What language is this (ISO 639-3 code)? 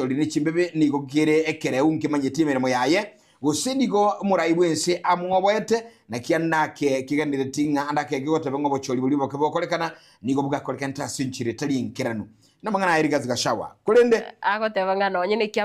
guz